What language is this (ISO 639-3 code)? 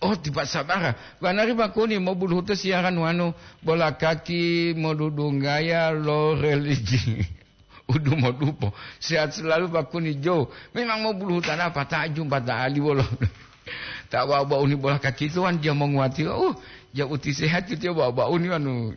gor